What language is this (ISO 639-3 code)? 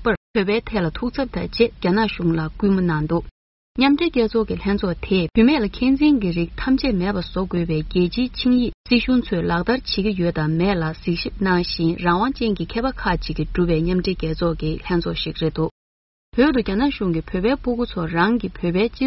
bod